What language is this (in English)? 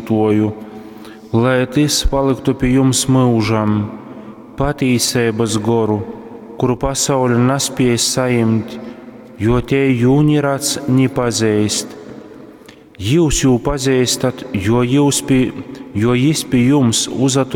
Latgalian